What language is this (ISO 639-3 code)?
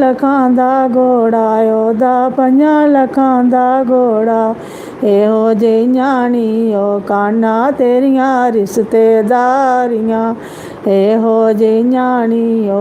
doi